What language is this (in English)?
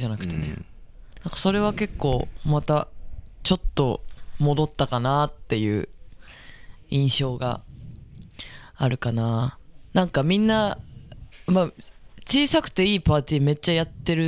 Japanese